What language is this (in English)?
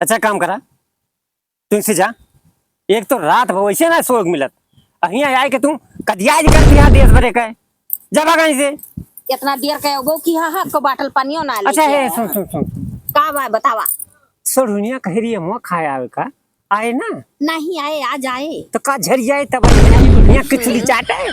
Awadhi